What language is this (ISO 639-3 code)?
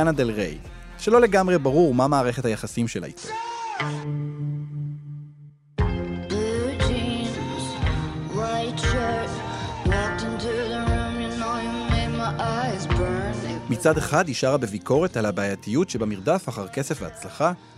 heb